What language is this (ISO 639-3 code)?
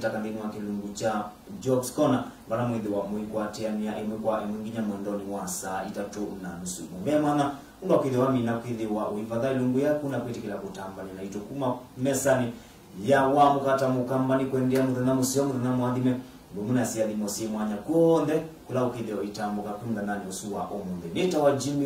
kam